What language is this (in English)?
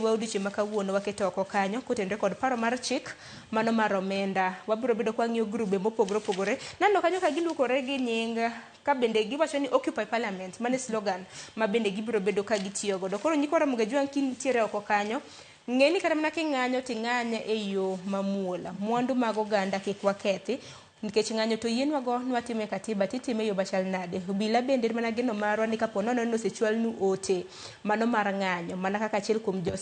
Luo (Kenya and Tanzania)